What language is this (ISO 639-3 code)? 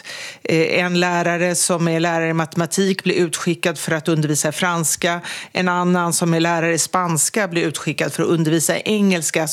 swe